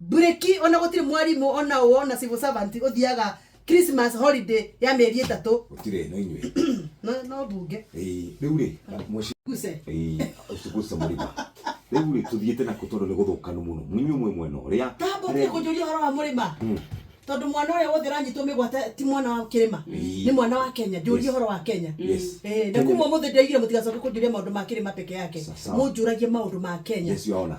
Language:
Kikuyu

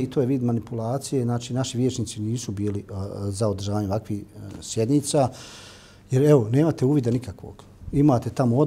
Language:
Bosnian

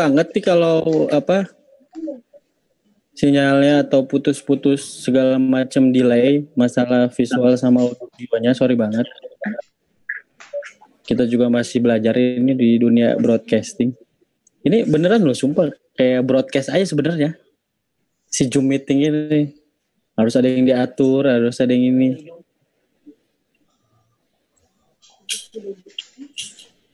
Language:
Indonesian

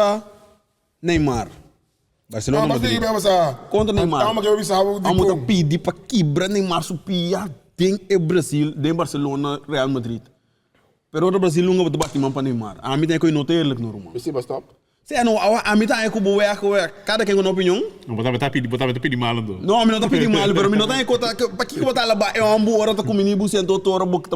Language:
Papiamento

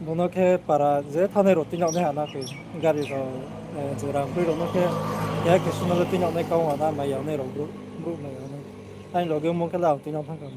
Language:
Riang (India)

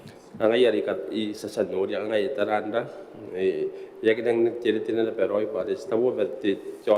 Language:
Gilbertese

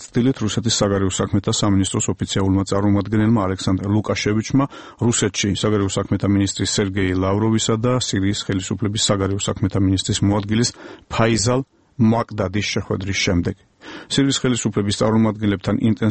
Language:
Georgian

